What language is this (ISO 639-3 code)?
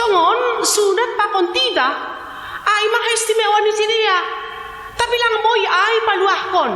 bts